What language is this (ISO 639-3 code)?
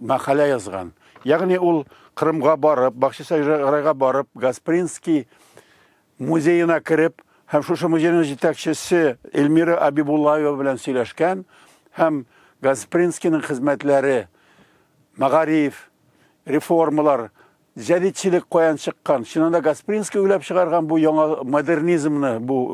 tat